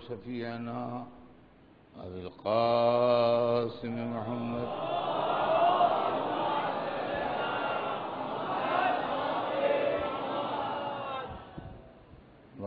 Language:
Urdu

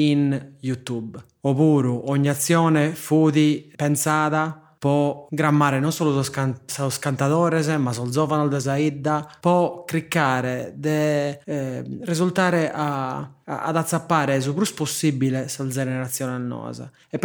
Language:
Sardinian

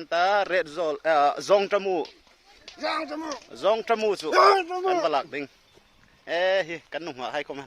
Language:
Hmar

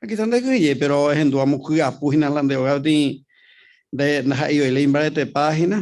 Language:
Guarani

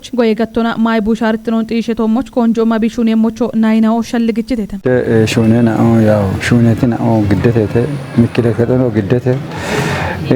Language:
Kafa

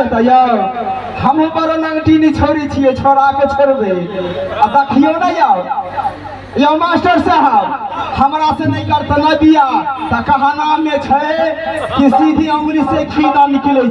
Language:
Maithili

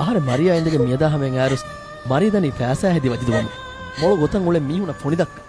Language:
Divehi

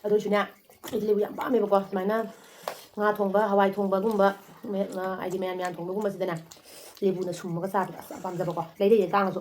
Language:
Manipuri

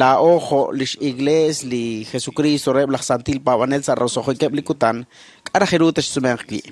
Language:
Kekchí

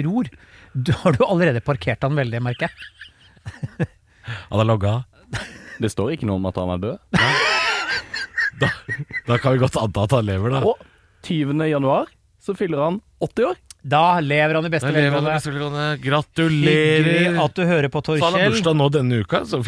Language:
Norwegian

